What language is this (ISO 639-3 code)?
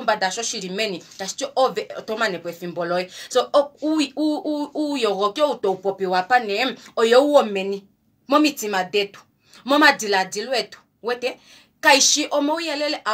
kua